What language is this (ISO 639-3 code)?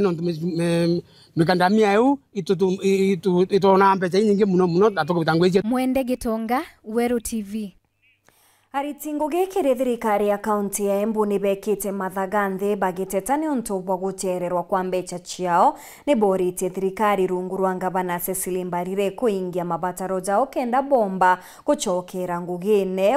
mer